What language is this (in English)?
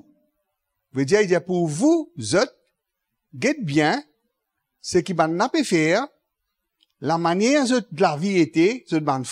Morisyen